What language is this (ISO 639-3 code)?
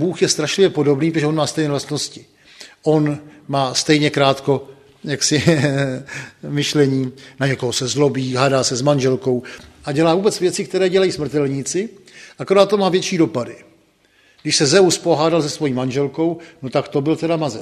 ces